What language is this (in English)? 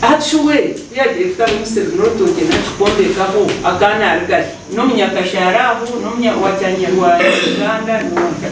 Nyankole